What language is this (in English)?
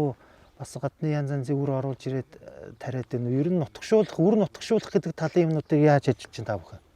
Mongolian